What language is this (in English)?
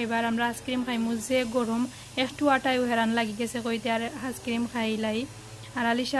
Sylheti